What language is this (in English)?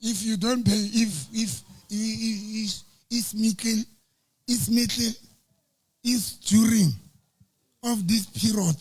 Southern Sotho